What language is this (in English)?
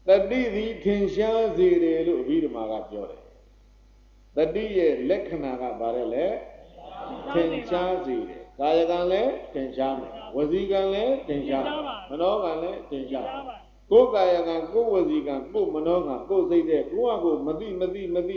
Burmese